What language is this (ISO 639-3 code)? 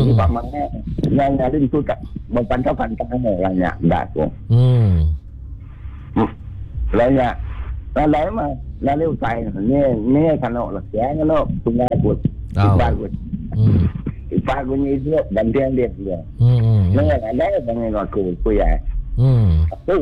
msa